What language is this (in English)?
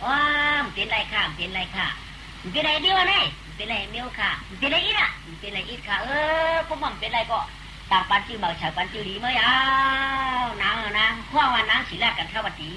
Shan